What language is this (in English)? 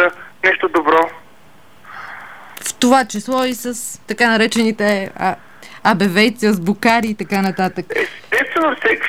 Bulgarian